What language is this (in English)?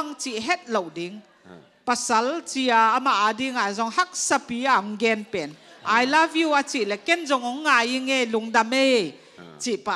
Tedim Chin